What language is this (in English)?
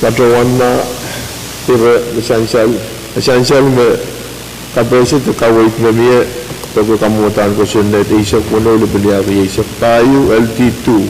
Pohnpeian